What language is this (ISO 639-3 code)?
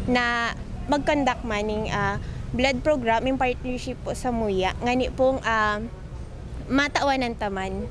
bik